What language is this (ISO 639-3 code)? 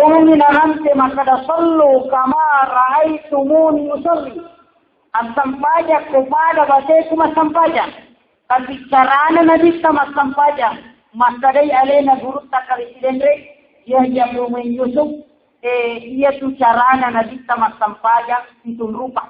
bug